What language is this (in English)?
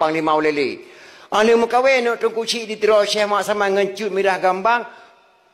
Achinese